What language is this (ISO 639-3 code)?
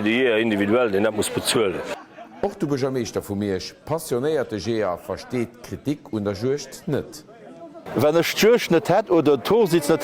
ltz